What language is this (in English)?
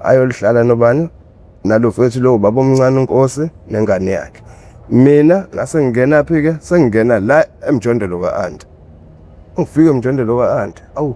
Zulu